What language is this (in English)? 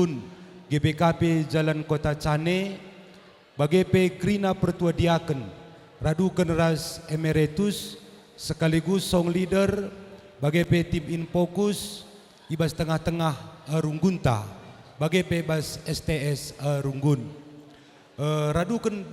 Batak Karo